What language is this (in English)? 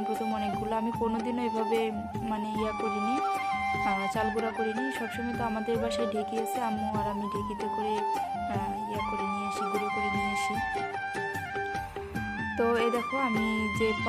Bangla